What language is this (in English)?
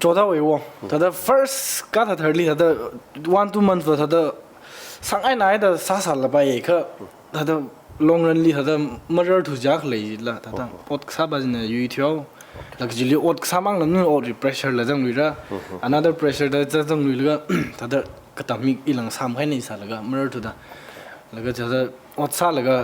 Tangkhul Naga (India)